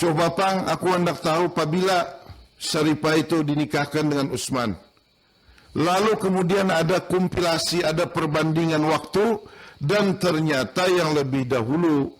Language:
Banjar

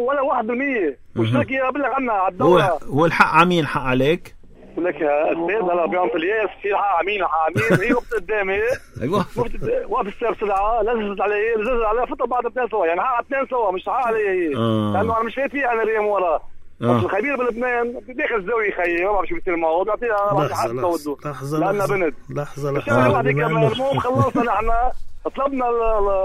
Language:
North Levantine Arabic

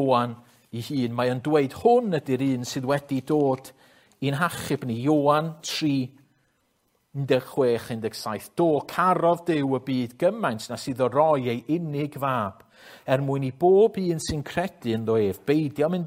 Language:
Welsh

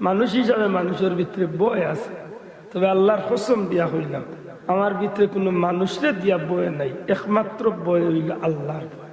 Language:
Sylheti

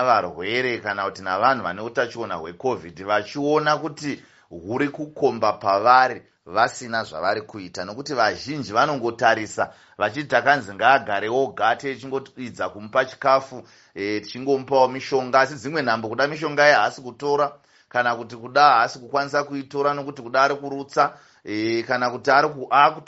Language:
Shona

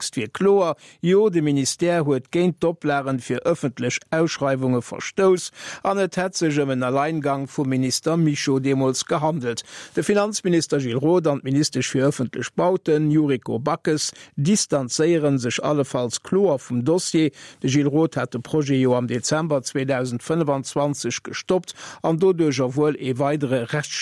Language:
Luxembourgish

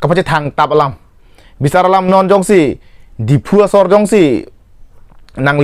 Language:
Karbi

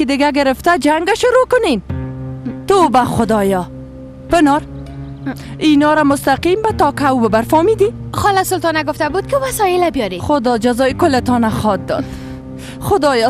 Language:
Persian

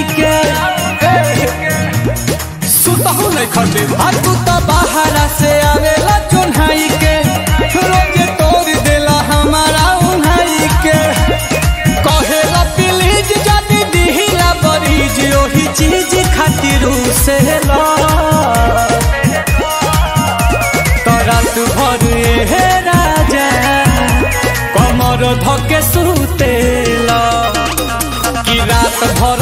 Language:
Bhojpuri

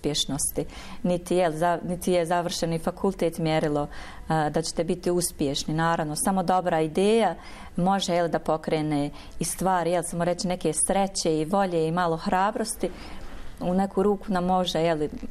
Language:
Bosnian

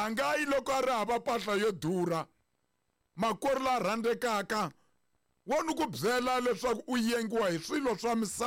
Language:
Tsonga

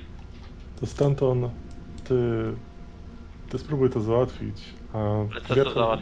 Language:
Polish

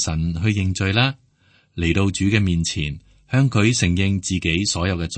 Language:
Cantonese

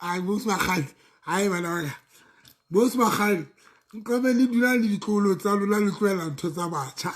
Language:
Southern Sotho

